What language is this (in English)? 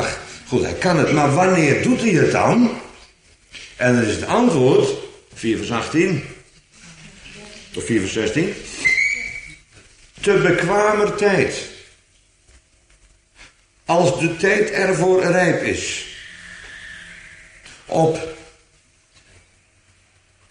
Dutch